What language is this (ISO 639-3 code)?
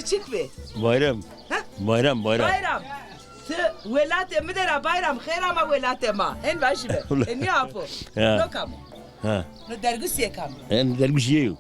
zza